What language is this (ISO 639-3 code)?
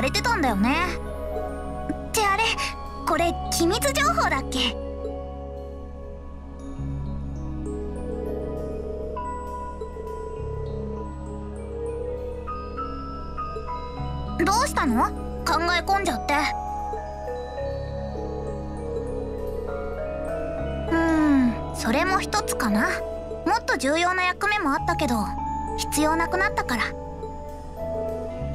jpn